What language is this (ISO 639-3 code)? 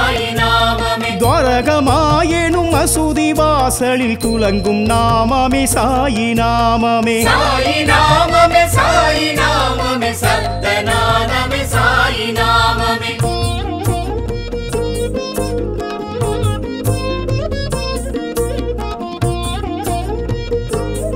tam